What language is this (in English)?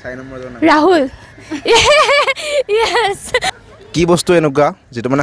Assamese